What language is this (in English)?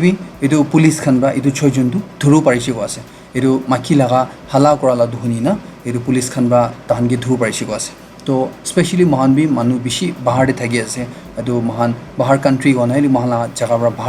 Naga Pidgin